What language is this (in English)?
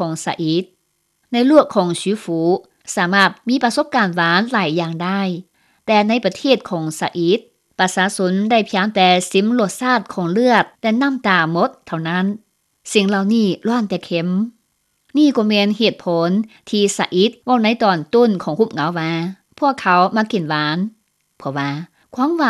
Lao